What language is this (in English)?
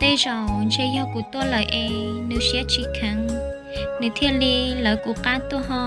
Hmong